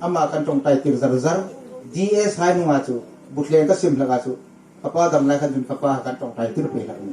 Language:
Hmar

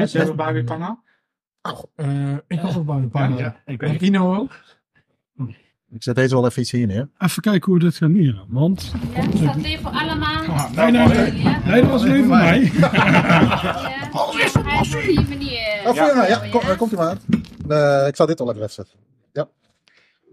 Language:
Dutch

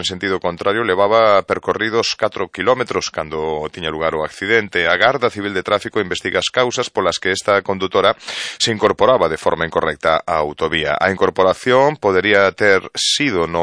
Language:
Galician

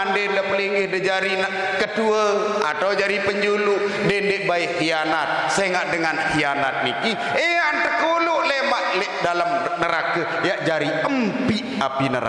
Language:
Sasak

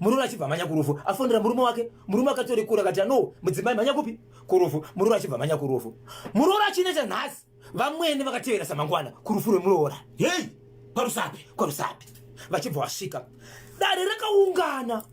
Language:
Shona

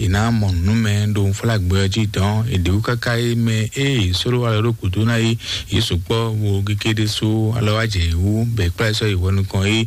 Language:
Fon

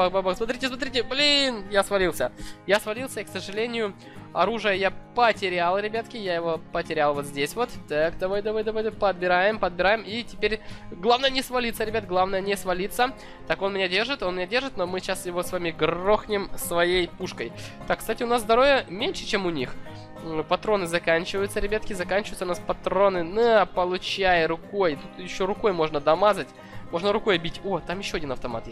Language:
Russian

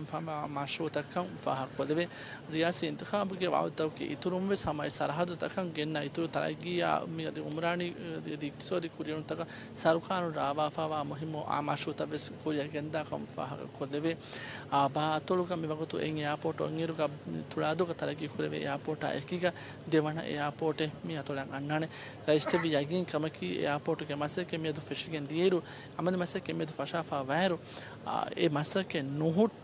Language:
Divehi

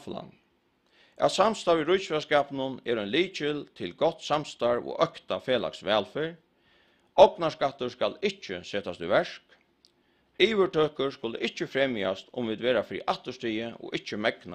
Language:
Faroese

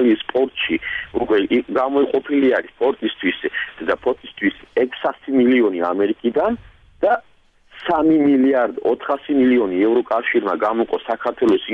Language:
Georgian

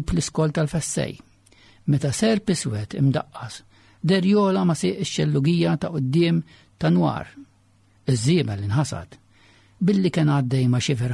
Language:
Maltese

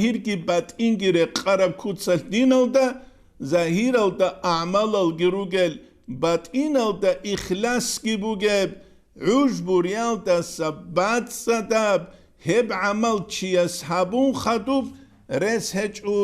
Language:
Avaric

